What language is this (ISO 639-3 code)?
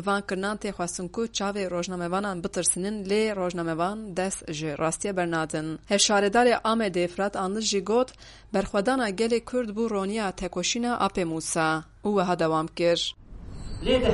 kur